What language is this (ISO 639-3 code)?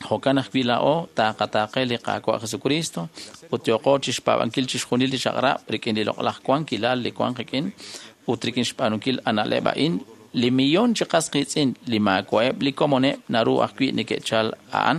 kek